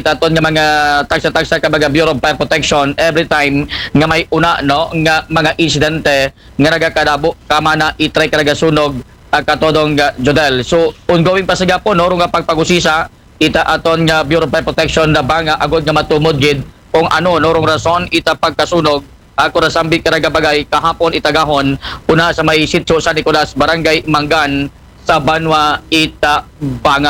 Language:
Aklanon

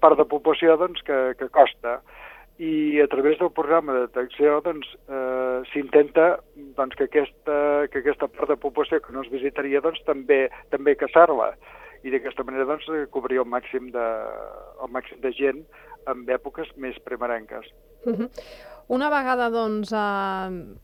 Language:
Catalan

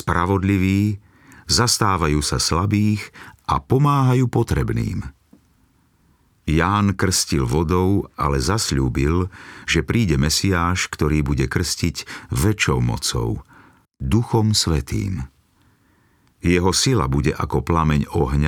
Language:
Slovak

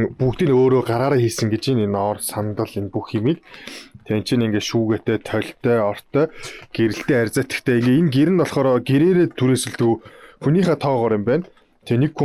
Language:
Mongolian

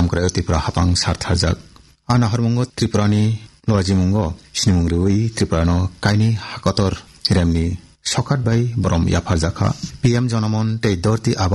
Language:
Kok Borok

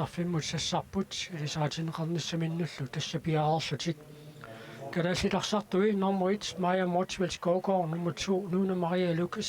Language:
Kalaallisut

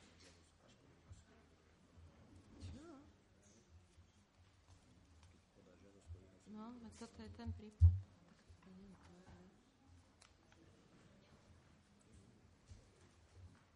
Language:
Slovak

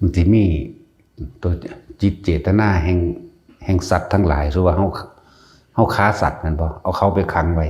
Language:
Lao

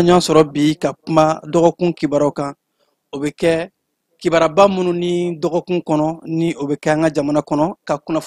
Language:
Bambara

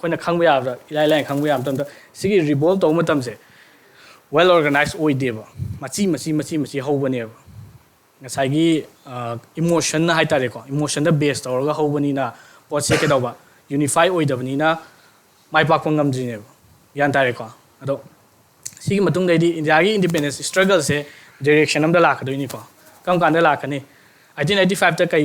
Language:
Manipuri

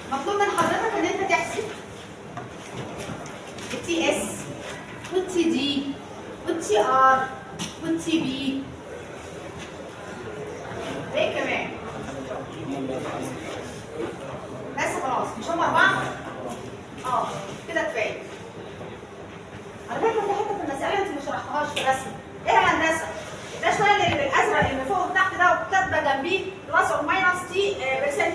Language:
Egyptian Arabic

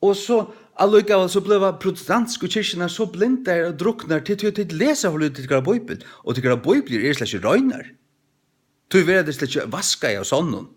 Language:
Faroese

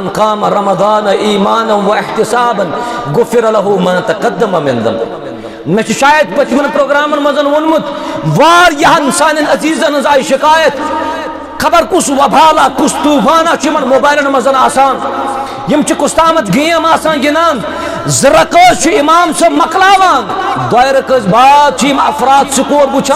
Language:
Kashmiri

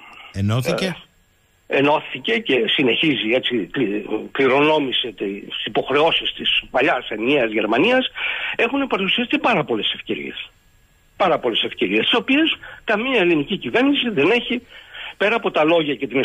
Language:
Greek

